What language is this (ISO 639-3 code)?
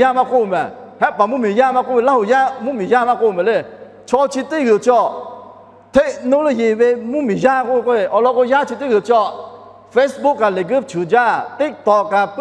lhu